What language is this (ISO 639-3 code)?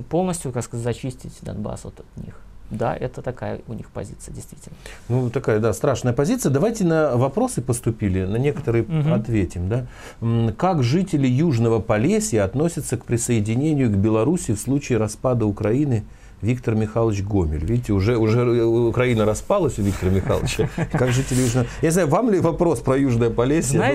rus